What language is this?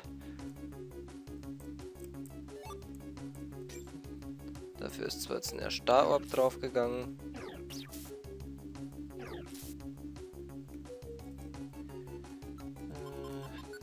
German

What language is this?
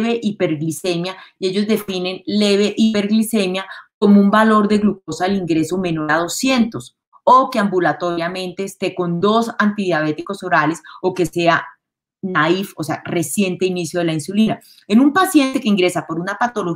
Spanish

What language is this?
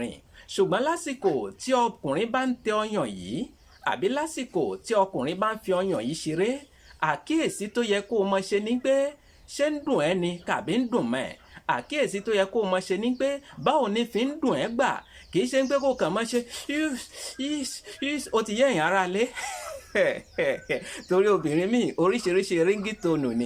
Yoruba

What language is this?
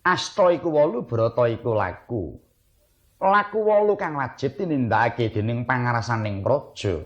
Javanese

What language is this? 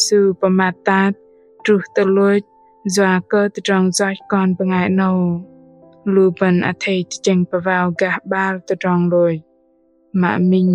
Bahnar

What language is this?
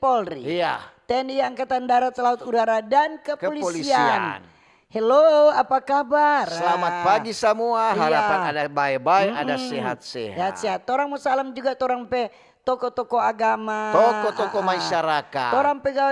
Manado Malay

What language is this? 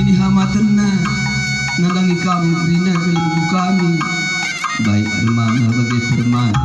Batak Karo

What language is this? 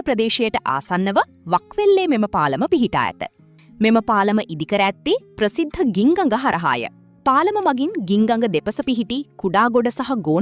Sinhala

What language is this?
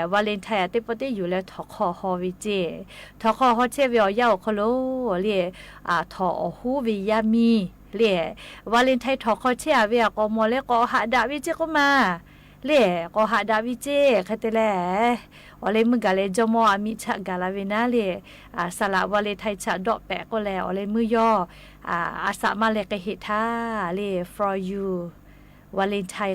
Lahu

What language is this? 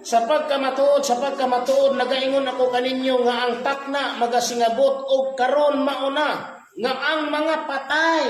Cebuano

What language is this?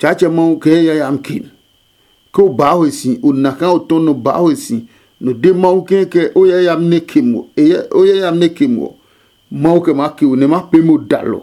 Adangme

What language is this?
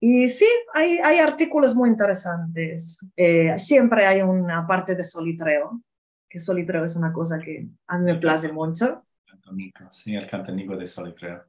Ladino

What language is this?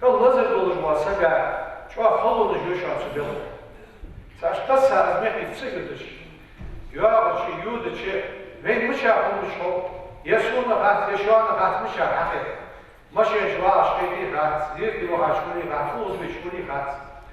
Ingush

